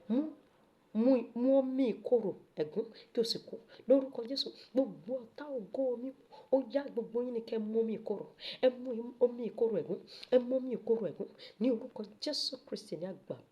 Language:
Yoruba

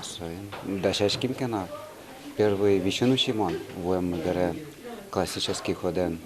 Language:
Udmurt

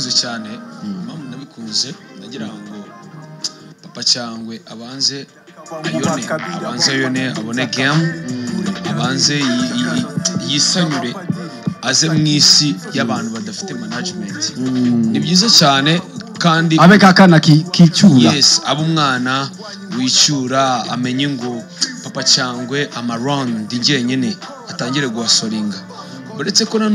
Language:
Kinyarwanda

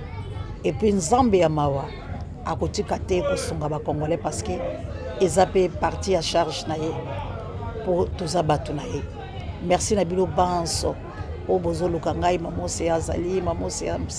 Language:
Lingala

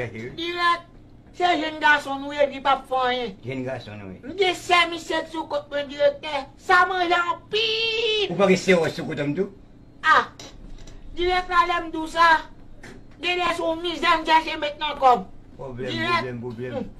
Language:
Haitian Creole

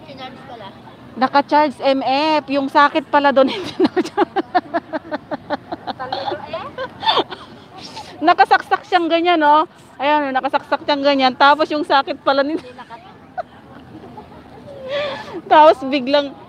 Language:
Filipino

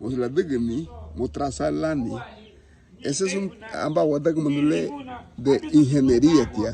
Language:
Garifuna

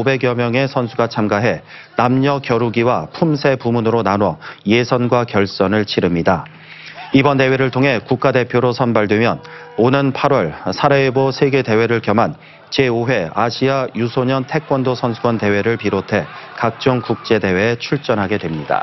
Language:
Korean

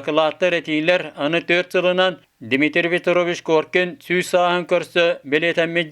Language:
Yakut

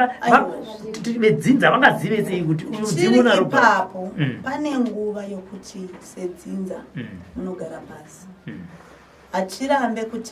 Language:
Shona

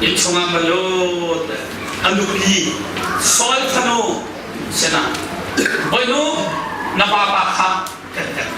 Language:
Hakha Chin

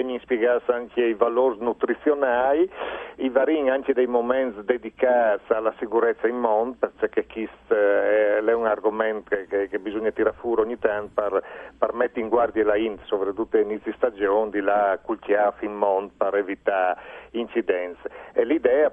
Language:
Friulian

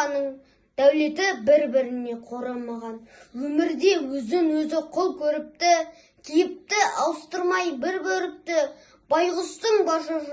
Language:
Kazakh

